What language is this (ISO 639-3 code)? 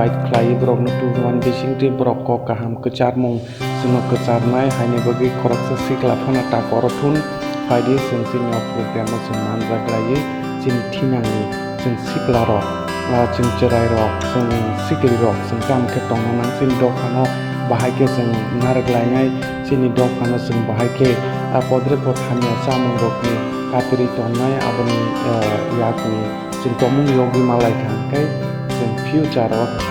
trp